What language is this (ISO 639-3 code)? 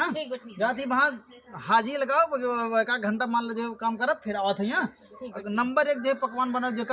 awa